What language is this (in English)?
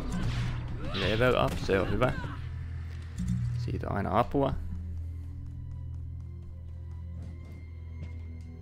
Finnish